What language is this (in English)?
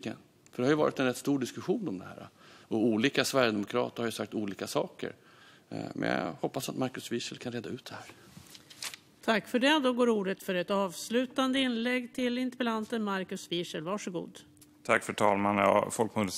Swedish